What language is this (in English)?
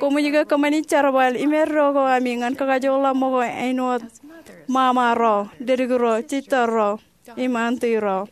Marshallese